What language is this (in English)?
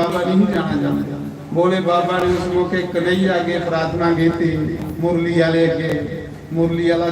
Dogri